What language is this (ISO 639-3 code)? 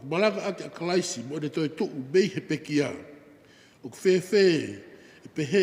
ton